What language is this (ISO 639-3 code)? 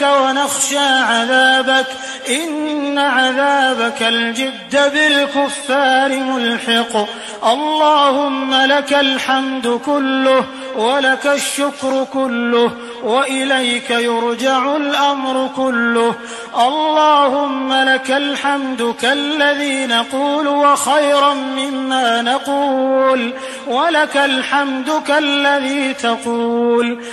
ara